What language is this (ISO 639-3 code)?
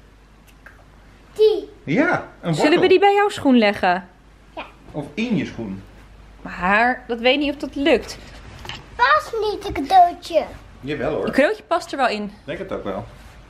nld